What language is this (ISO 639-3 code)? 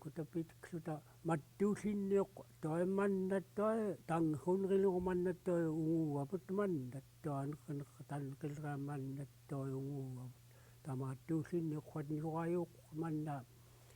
esu